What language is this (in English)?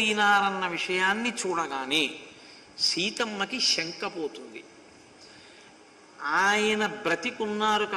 Telugu